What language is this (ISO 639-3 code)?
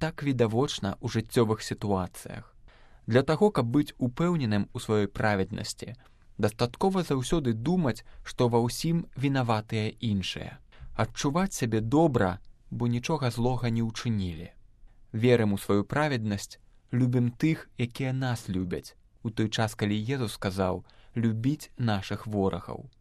bel